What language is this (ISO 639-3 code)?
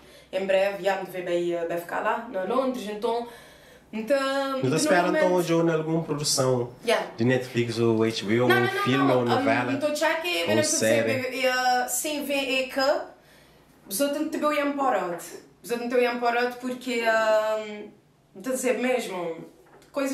kea